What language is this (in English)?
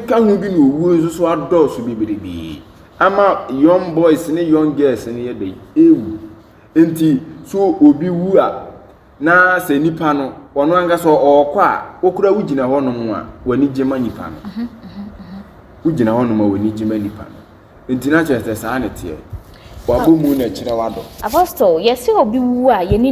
Akan